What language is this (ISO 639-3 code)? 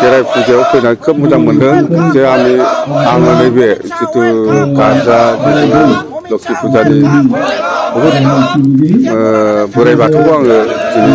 brx